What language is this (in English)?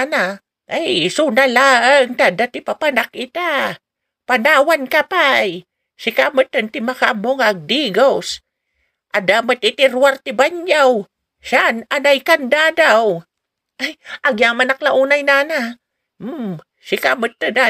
Iloko